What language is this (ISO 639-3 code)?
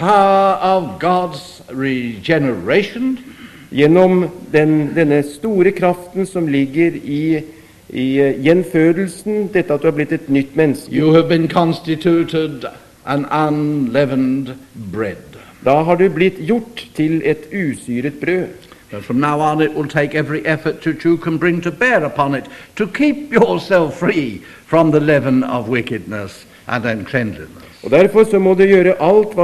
nor